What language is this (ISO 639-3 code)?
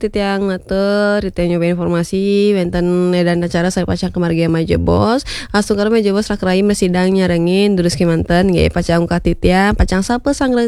ban